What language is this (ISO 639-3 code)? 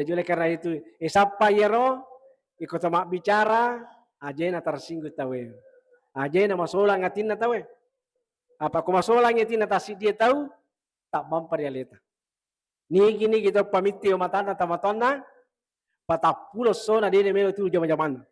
bug